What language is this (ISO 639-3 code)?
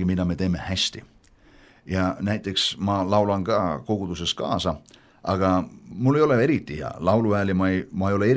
est